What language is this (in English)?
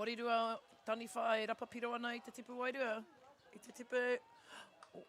Māori